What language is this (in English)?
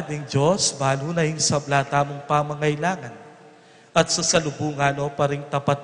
Pampanga